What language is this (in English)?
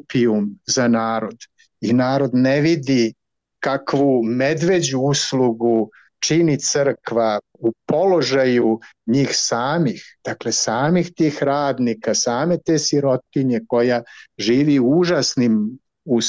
Serbian